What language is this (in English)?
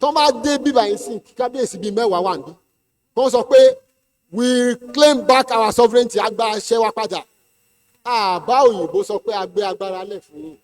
Yoruba